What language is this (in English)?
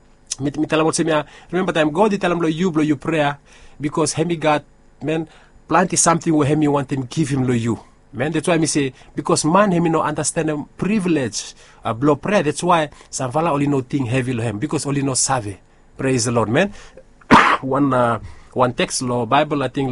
Bislama